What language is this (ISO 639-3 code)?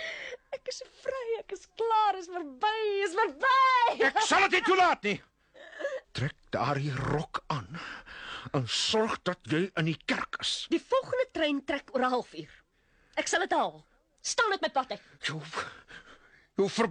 afr